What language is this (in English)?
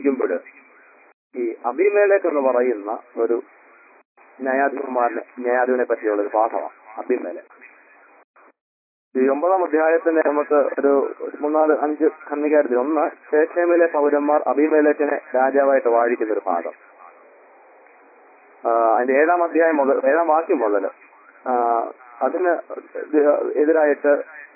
Malayalam